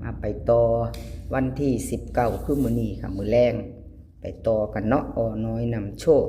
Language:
Northeastern Thai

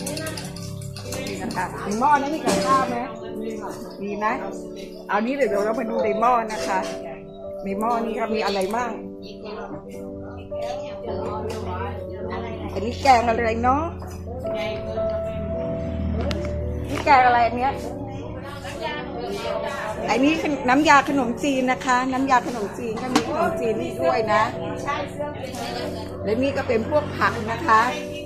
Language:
Thai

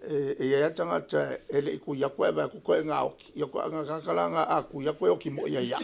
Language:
Samoan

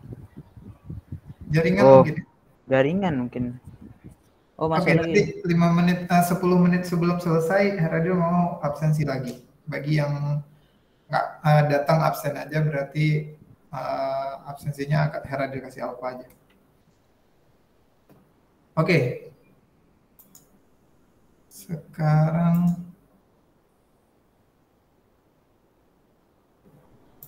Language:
Indonesian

